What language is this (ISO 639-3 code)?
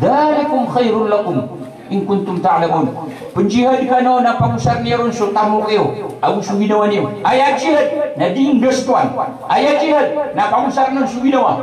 mrw